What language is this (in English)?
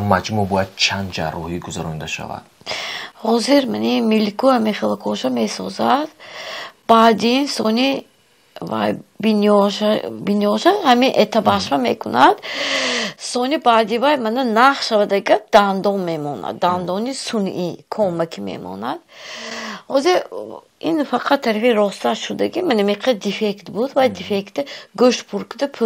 Tajik